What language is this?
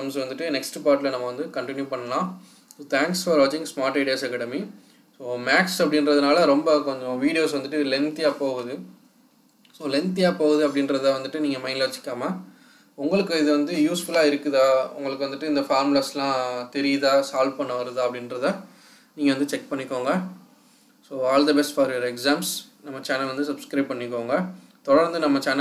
Tamil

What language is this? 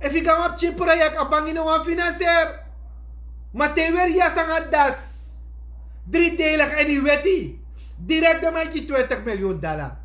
Sranan Tongo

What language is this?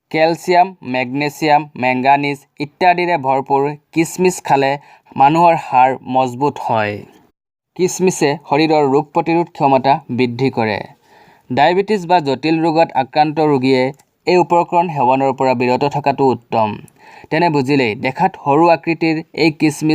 Assamese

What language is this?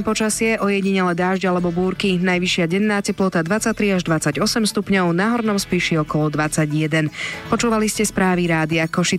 Slovak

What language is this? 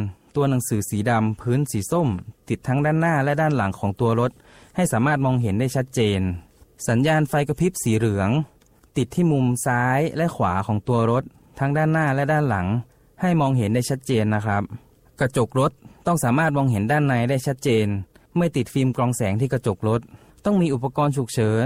Thai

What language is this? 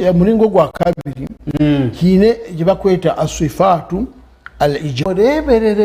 Nyankole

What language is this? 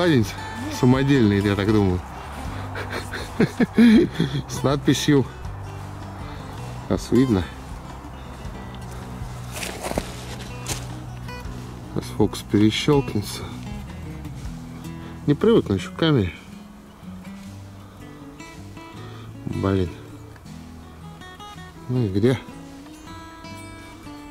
Russian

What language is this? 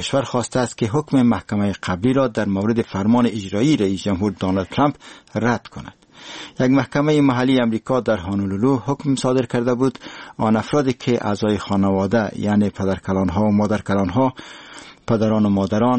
Persian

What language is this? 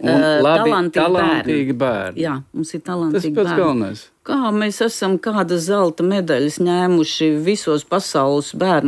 Latvian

